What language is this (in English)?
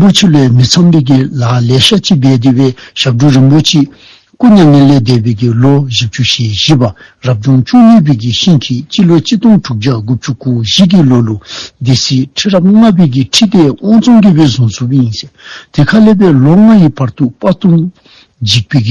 Dzongkha